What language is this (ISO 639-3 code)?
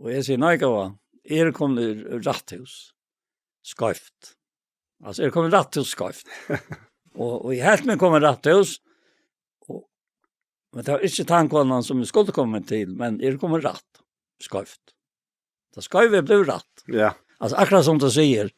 fao